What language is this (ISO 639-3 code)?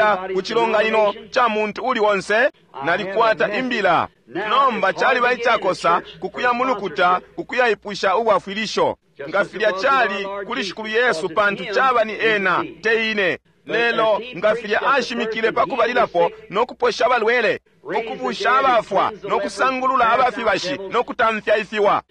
bem